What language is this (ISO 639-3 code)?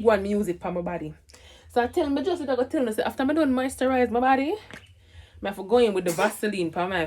jam